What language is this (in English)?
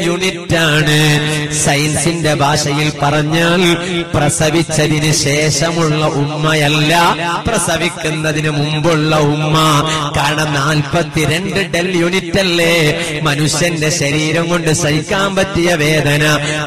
Malayalam